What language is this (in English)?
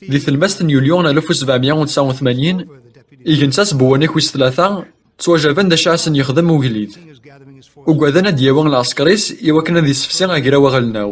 Kabyle